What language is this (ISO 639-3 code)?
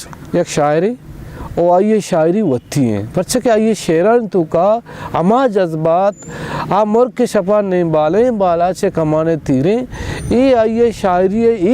bal